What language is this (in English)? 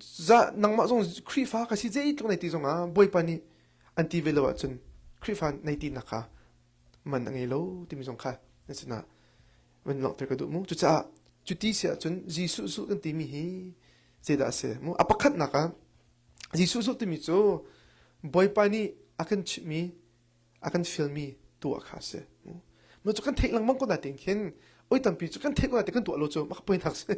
Hakha Chin